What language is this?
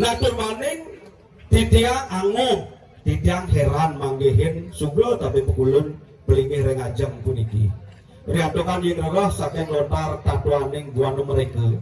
Balinese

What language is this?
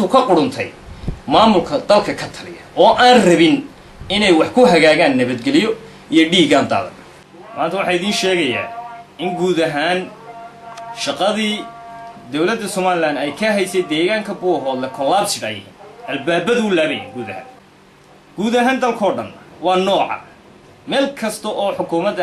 Somali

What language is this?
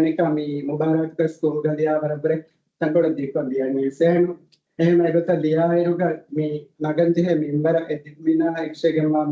Divehi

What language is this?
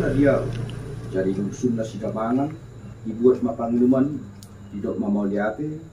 Batak Toba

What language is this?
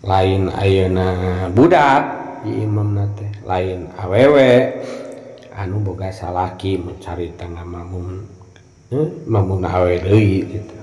Sundanese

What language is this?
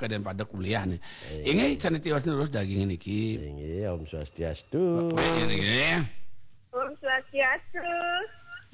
Balinese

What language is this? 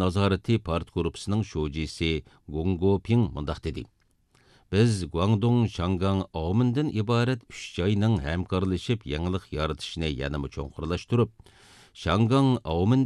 Uyghur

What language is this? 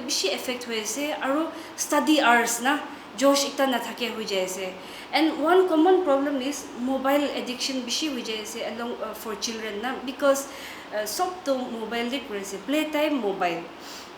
Naga Pidgin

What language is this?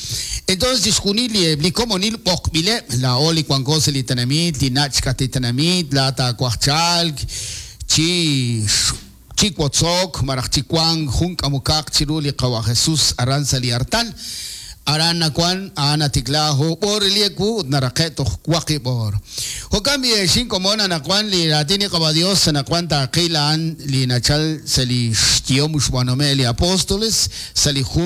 Kekchí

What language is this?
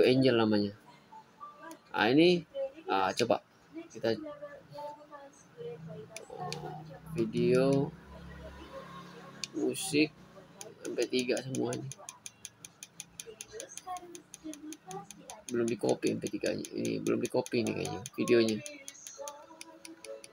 Indonesian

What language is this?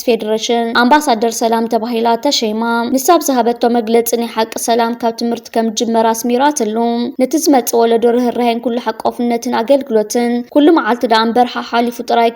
Tigrinya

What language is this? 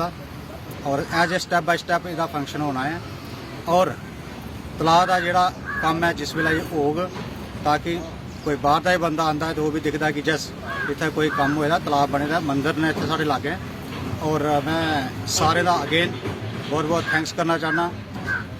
Dogri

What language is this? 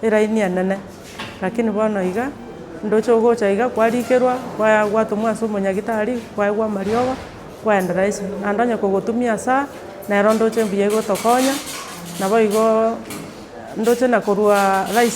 Gusii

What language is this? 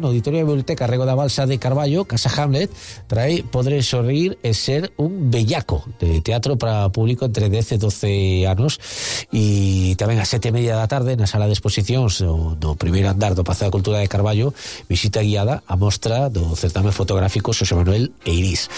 Galician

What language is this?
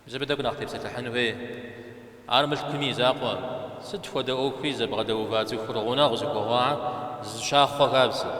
Kabardian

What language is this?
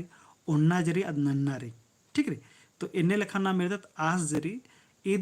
Kurukh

